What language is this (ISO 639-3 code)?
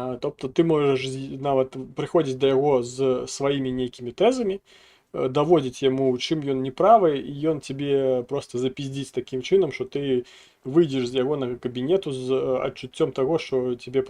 bel